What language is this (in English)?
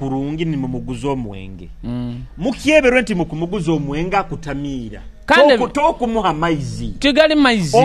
Nyoro